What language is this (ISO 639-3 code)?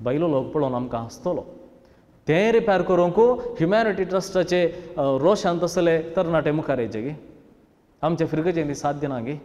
kok